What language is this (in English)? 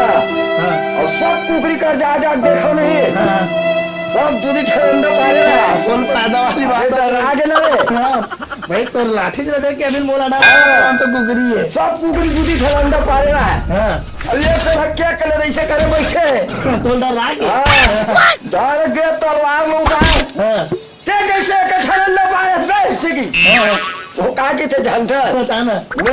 Chhattisgarhi